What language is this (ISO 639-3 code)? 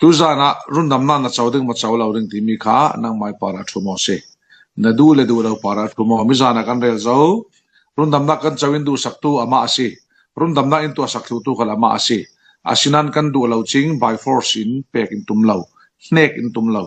cfm